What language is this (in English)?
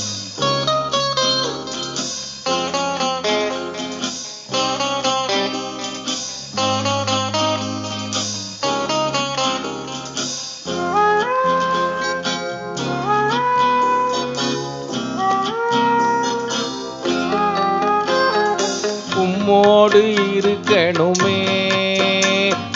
Tamil